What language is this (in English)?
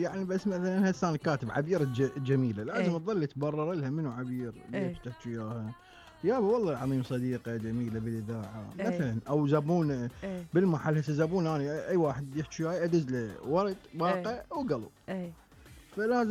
Mesopotamian Arabic